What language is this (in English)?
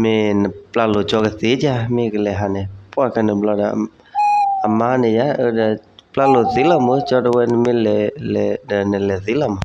S'gaw Karen